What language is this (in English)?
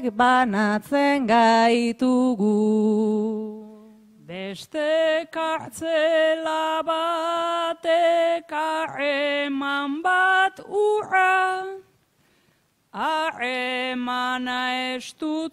Basque